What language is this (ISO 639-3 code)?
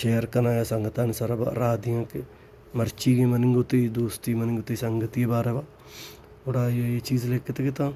bal